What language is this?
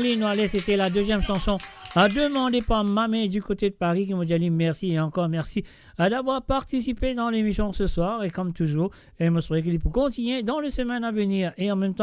Morisyen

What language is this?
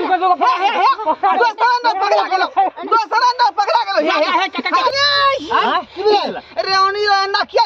Maithili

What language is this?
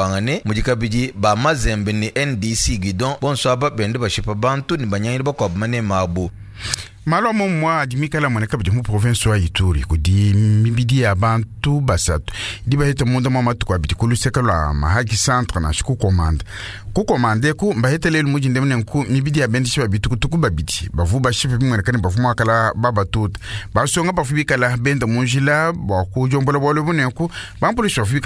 Luba-Lulua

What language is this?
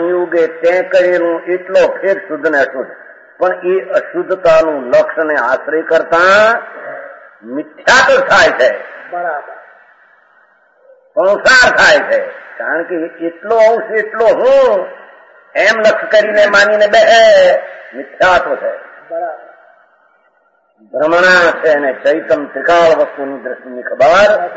Gujarati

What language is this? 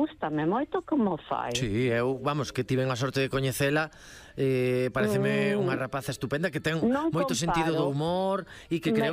Galician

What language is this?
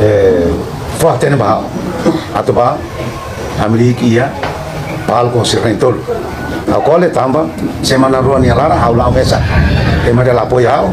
Tetum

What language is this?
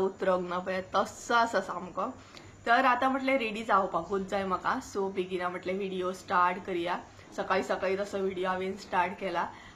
Konkani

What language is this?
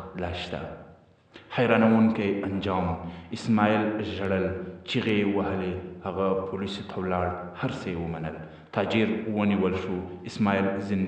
Pashto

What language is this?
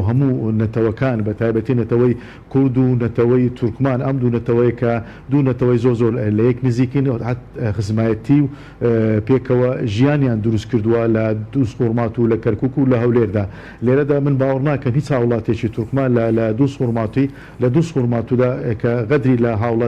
Central Kurdish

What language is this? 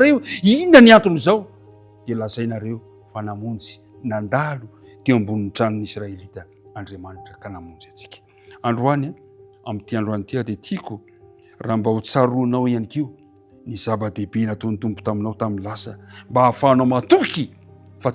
Malagasy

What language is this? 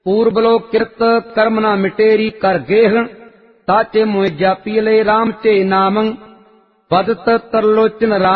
Punjabi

